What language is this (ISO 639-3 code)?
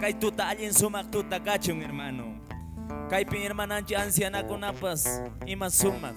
que